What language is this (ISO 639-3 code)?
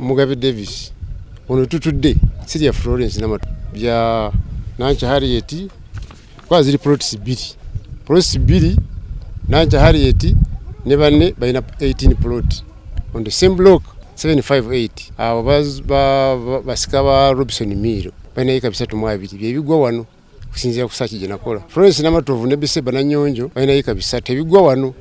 lug